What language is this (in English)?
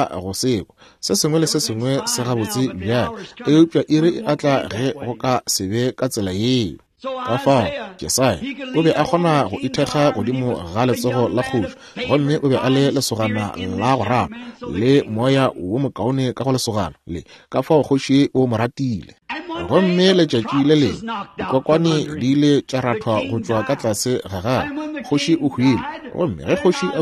Northern Sotho